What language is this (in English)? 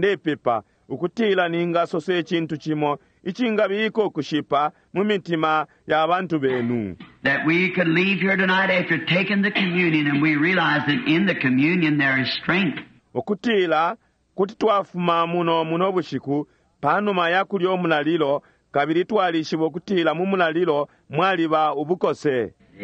Bemba